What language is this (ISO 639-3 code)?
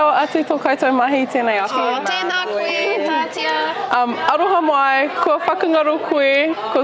mri